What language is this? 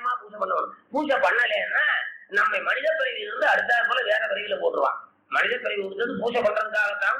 Tamil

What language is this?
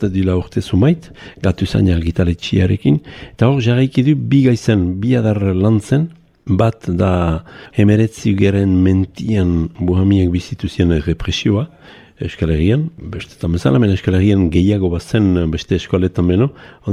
Basque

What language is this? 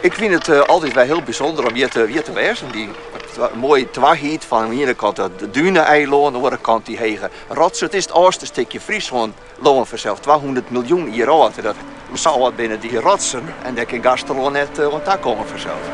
Western Frisian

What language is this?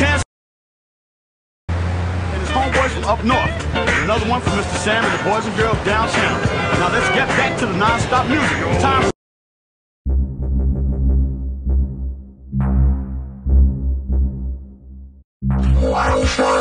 English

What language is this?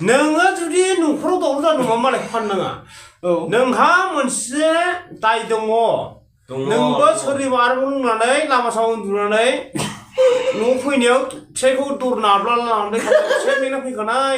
Bodo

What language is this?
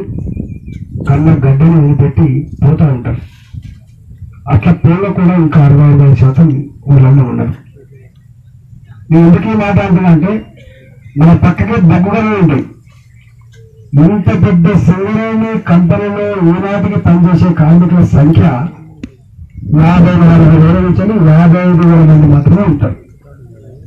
Telugu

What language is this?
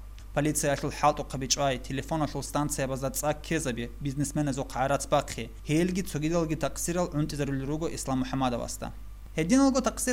Avaric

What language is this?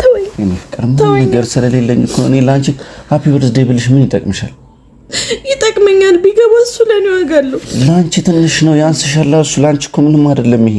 Amharic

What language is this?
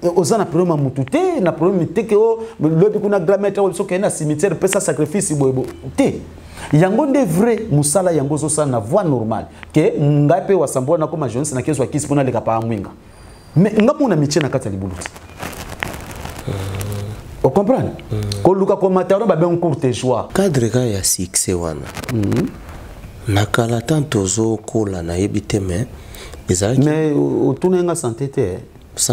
Lingala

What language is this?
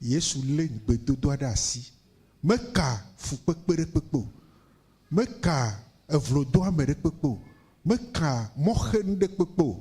Ewe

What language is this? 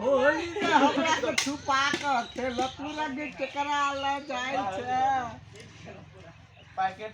Maithili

